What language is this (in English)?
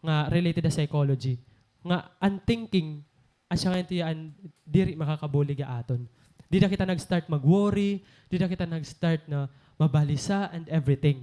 Waray